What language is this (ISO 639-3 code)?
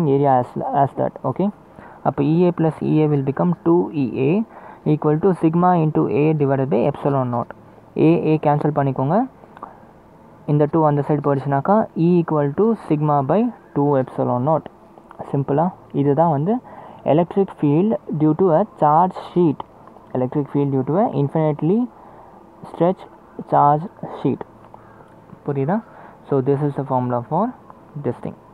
tam